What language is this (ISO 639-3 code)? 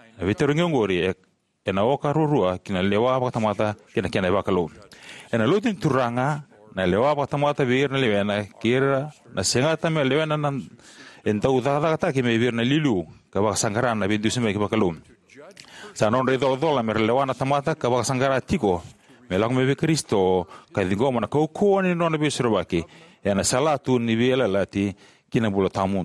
fij